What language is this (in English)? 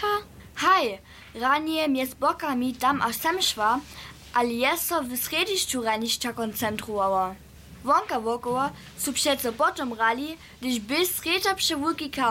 Upper Sorbian